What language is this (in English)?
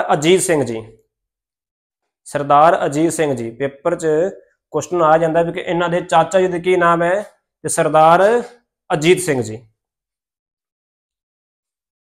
Punjabi